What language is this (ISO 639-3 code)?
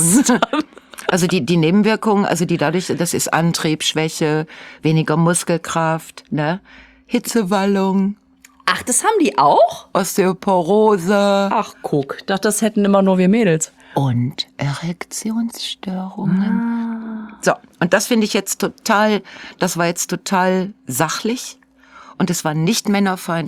deu